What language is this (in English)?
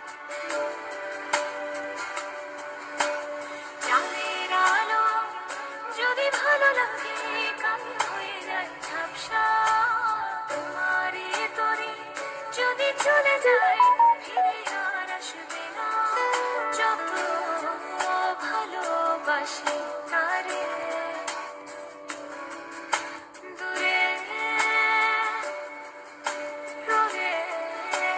Bangla